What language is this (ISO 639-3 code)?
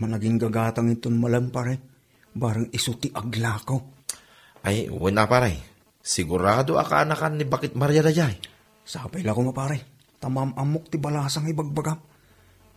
ilo